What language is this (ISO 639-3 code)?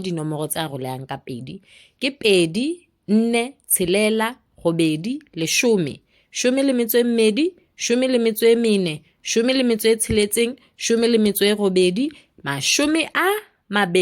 sot